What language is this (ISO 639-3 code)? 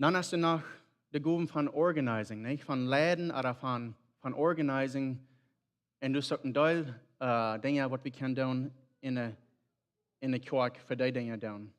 pdt